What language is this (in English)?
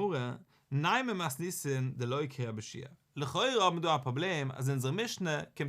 Yiddish